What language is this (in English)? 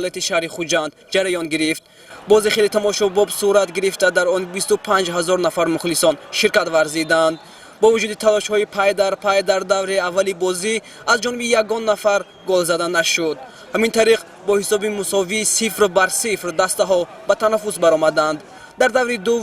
Tajik